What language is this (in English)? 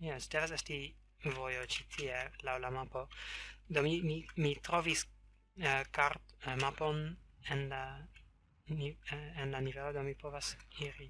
Esperanto